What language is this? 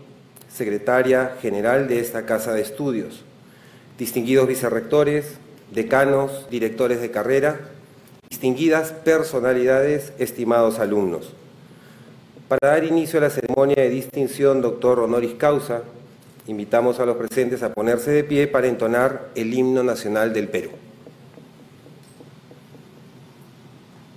Spanish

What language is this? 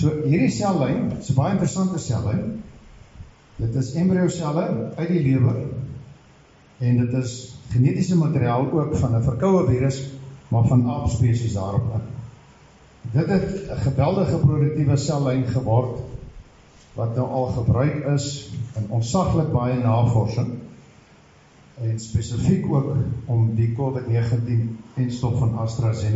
Afrikaans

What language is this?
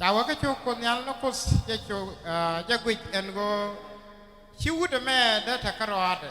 Nuer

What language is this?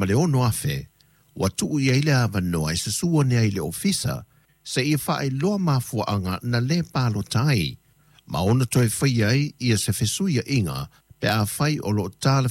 Samoan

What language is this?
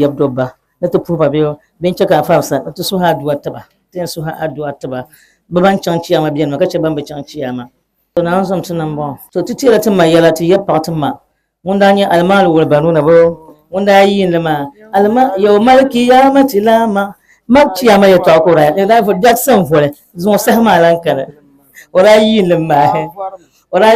Dagbani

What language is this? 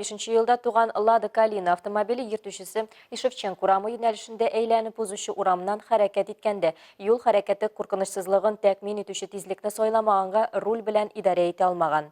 Tatar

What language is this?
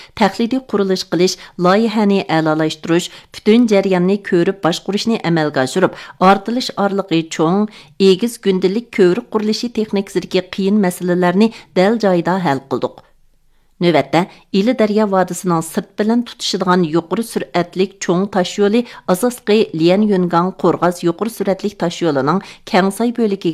Uyghur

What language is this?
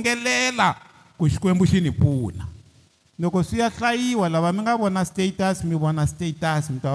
Tsonga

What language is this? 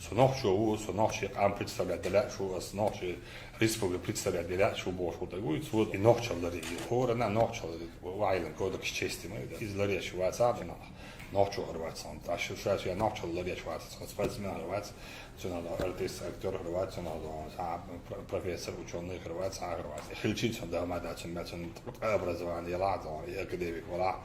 Chechen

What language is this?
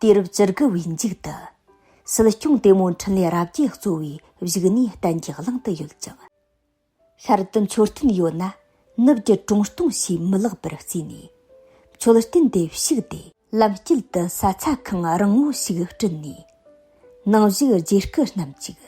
Tibetan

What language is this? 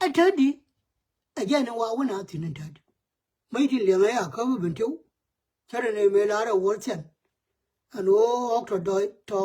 Nuer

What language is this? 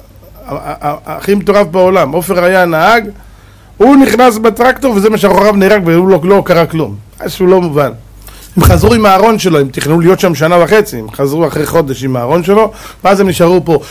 Hebrew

